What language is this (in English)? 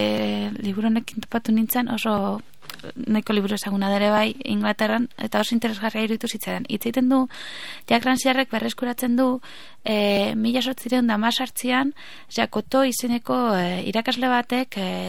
Basque